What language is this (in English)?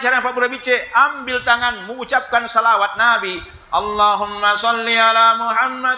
Buginese